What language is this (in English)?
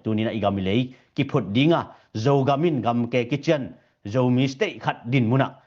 Tedim Chin